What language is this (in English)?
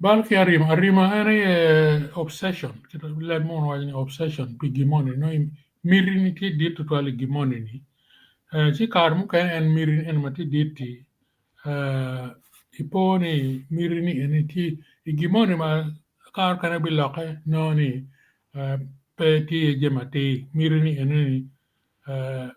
Acoli